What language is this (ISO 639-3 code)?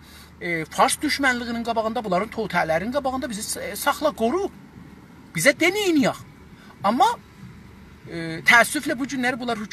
azb